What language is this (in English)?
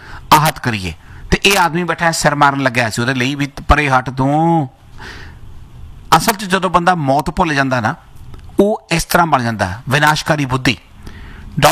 Punjabi